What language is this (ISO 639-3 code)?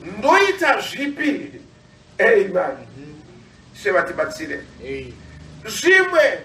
sna